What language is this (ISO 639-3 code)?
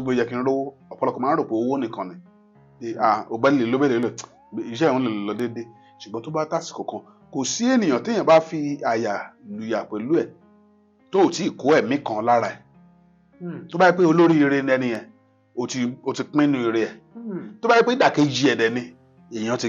yor